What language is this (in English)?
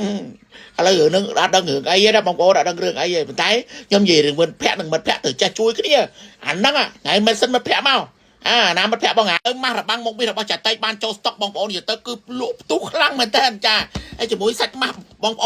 Khmer